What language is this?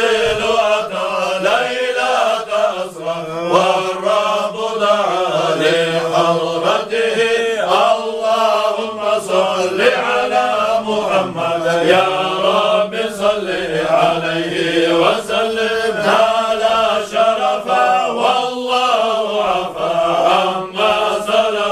Kumyk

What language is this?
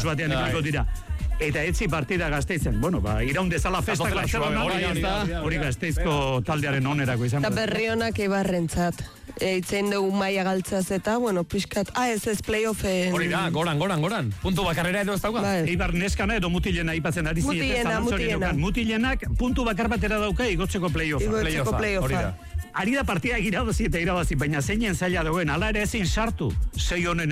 Basque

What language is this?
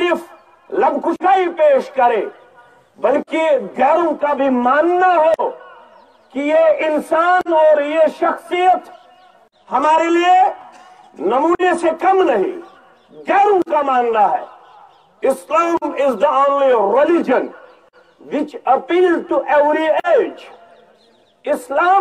Urdu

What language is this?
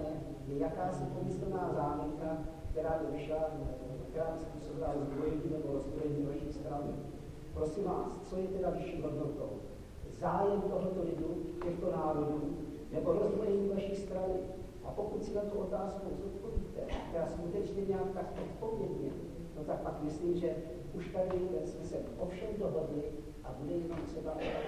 Czech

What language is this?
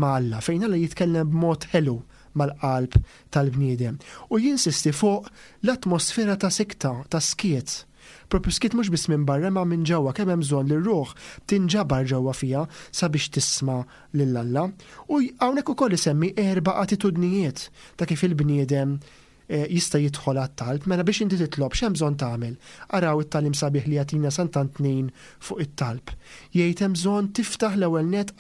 Maltese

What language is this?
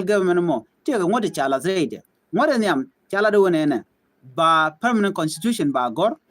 Nuer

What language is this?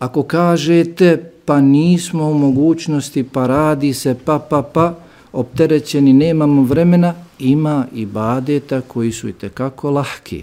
Bosnian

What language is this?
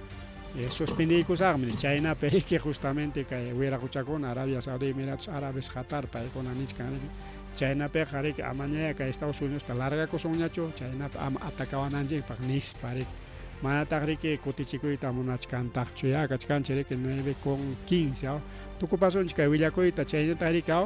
Ayacucho Quechua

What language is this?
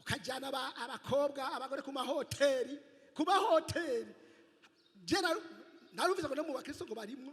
Rundi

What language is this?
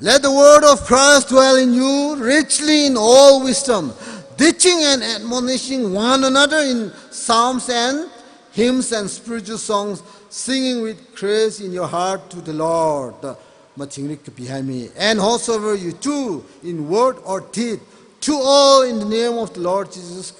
Tangkhul Naga (India)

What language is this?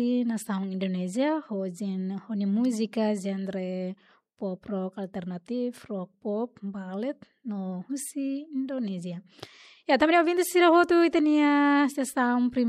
Tetum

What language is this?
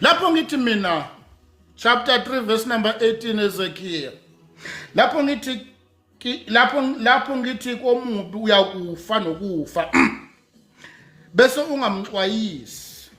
Zulu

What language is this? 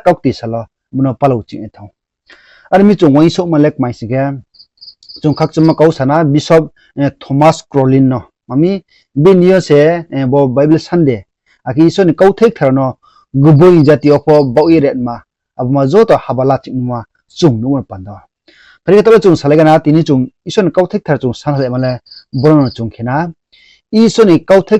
Riang (India)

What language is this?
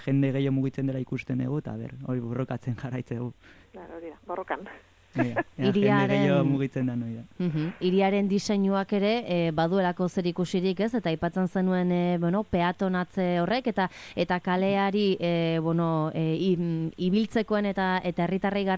Basque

